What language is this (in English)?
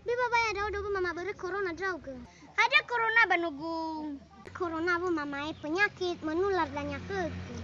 Nias